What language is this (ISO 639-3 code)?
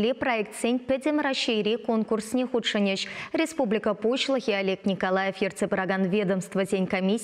chv